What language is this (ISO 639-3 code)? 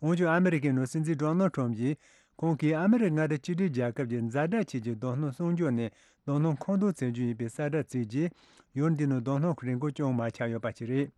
bod